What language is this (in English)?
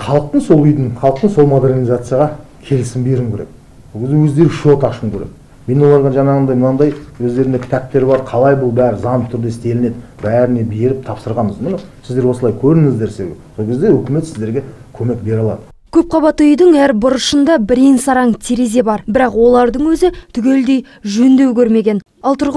Kazakh